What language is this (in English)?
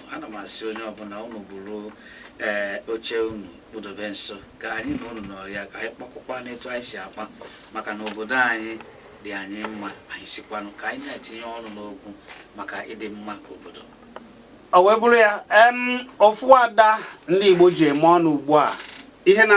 Igbo